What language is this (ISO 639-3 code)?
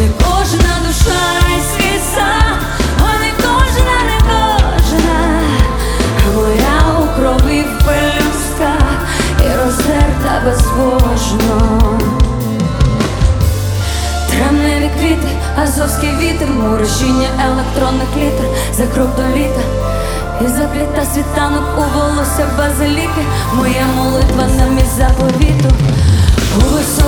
ukr